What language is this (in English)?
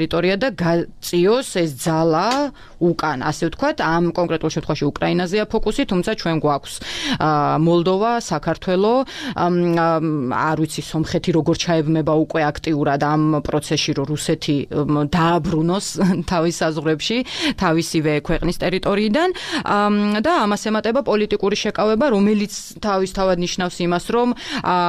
Georgian